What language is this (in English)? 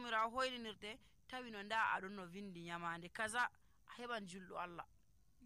Nigerian Fulfulde